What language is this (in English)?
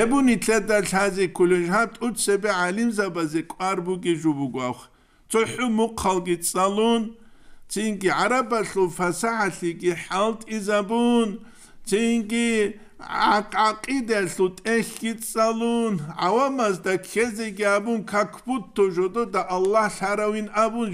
Avaric